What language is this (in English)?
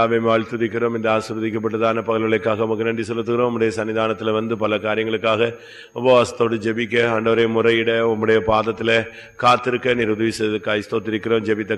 Tamil